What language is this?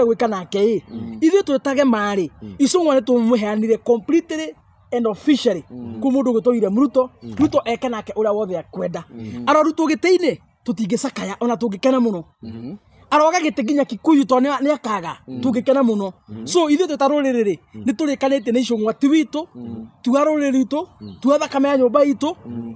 Kikuyu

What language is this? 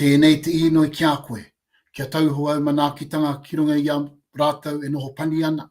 Māori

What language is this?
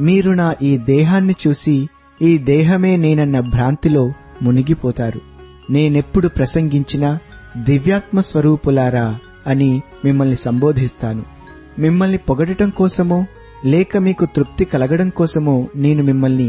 Telugu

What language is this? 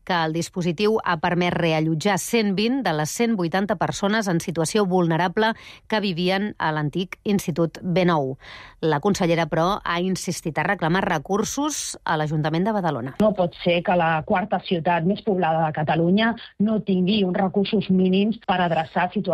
Catalan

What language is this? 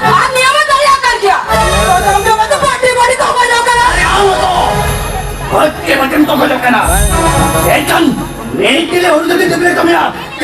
Santali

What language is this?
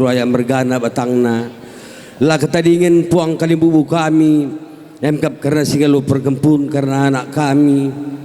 Batak Karo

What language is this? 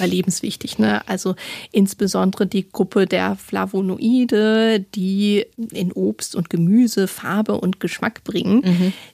German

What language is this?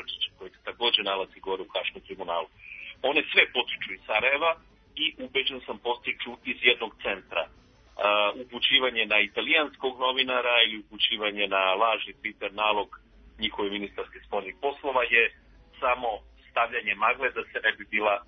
Serbian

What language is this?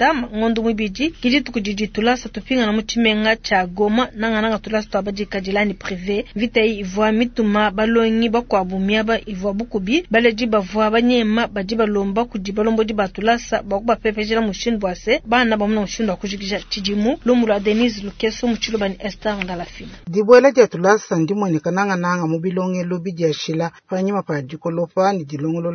Luba-Lulua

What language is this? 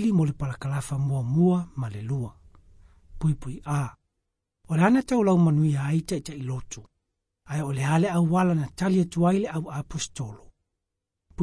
Samoan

